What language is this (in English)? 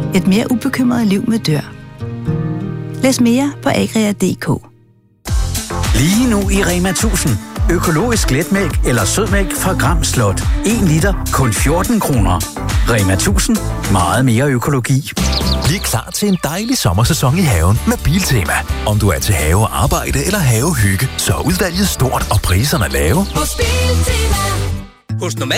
Danish